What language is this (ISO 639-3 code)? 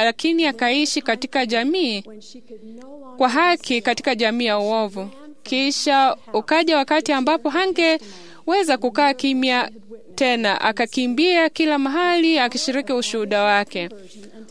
swa